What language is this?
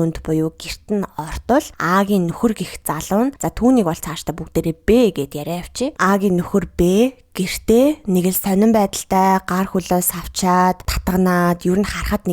Mongolian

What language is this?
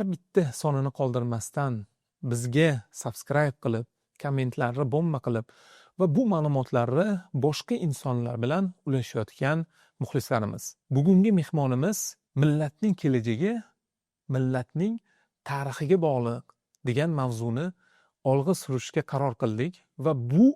Uzbek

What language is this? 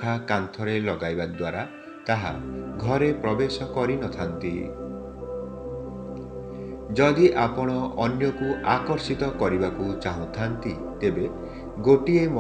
Odia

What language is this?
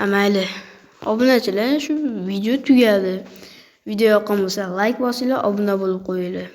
Uzbek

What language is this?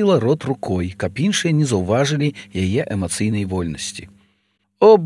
Belarusian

